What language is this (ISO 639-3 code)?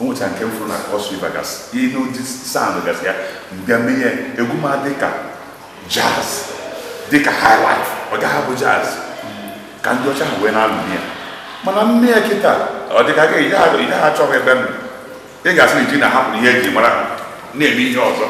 ibo